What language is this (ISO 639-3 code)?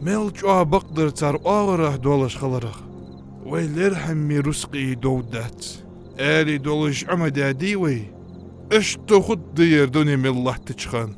inh